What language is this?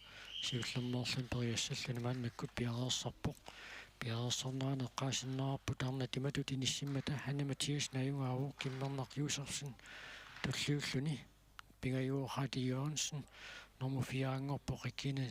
Kalaallisut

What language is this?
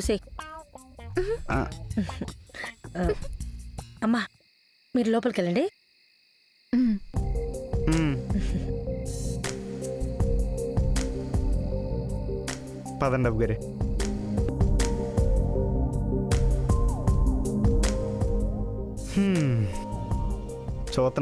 Telugu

